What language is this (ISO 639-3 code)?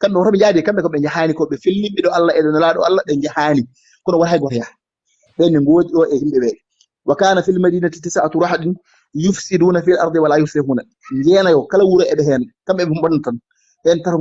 ful